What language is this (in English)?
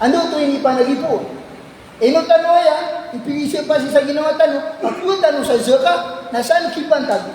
Maranao